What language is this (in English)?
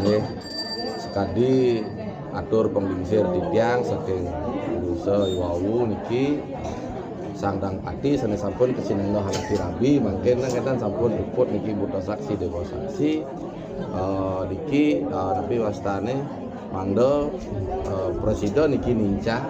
Balinese